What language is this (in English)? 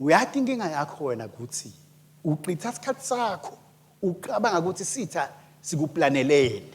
Swati